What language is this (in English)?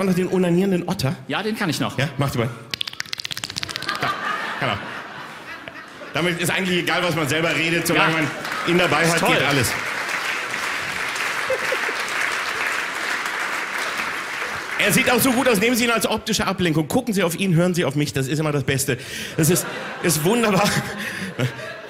German